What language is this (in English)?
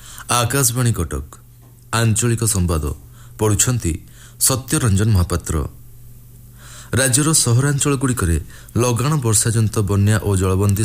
Odia